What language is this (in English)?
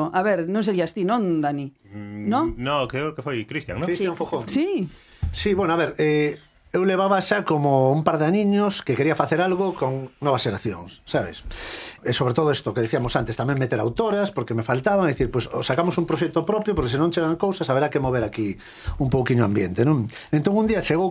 Galician